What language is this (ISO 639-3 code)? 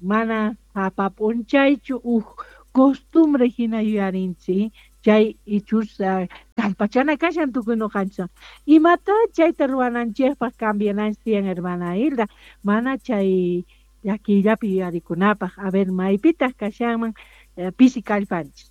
quh